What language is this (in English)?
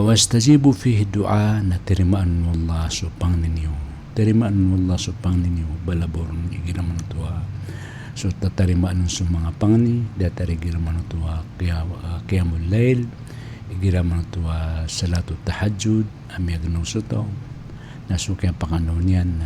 Maranao